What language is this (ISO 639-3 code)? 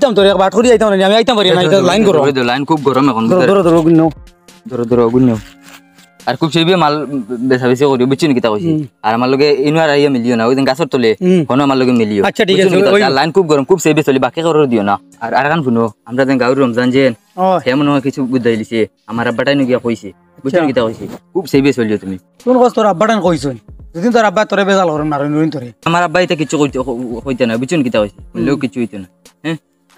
syl